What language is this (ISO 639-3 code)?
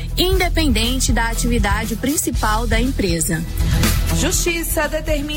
por